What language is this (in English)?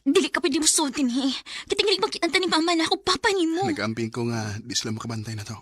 Cebuano